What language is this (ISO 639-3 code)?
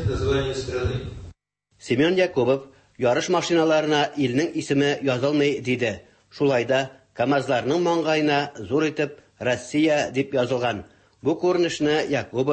tat